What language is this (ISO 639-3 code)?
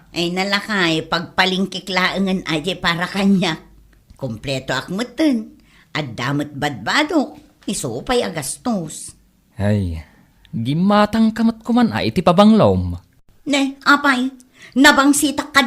ilo